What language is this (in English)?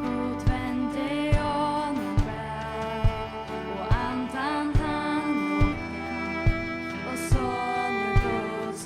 Faroese